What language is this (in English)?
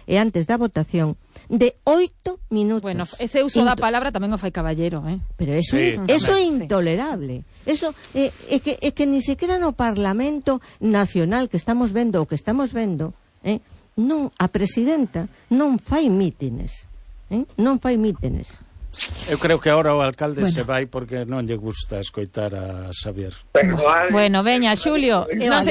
Galician